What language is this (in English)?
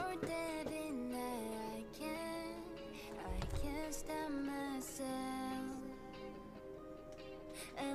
Korean